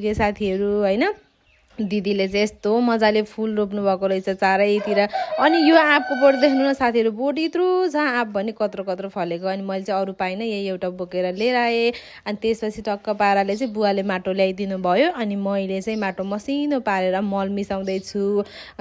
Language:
Nepali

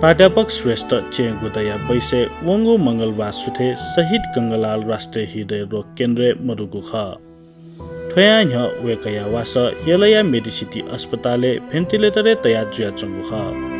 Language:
Newari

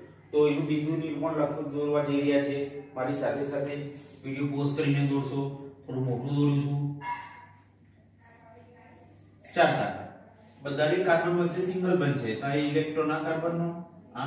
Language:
Gujarati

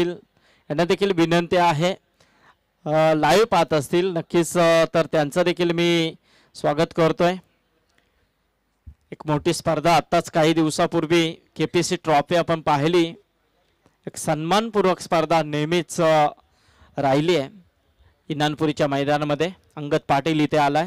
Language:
Marathi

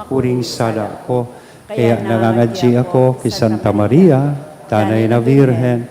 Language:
Bikol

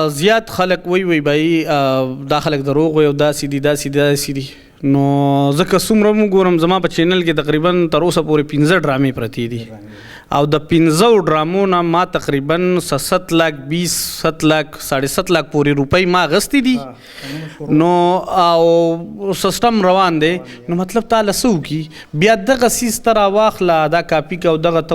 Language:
Pashto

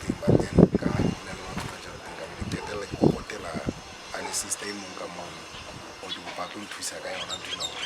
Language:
Southern Sotho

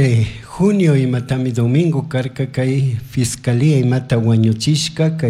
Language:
Chimborazo Highland Quichua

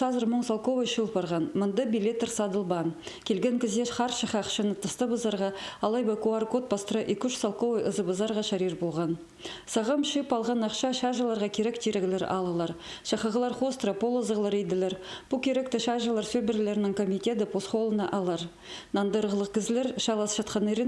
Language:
Khakas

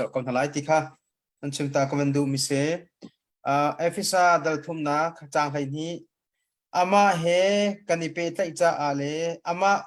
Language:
Hakha Chin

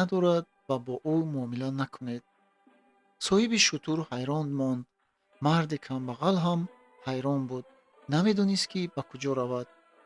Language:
Tajik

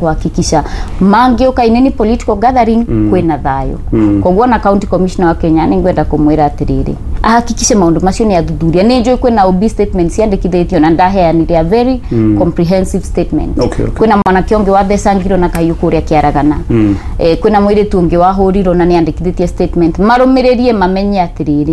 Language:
Kikuyu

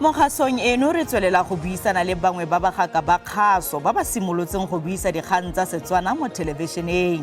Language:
Tswana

